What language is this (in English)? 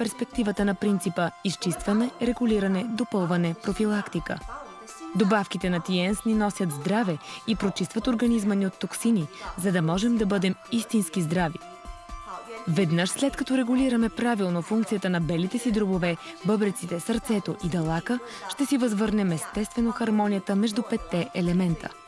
Bulgarian